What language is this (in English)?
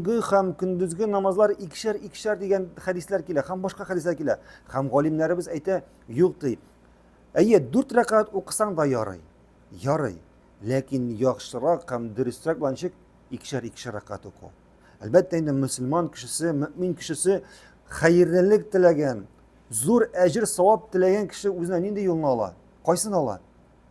Tatar